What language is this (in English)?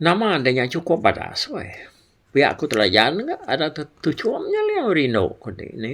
Iban